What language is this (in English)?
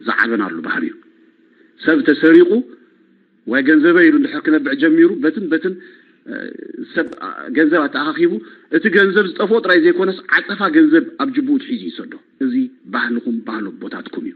Tigrinya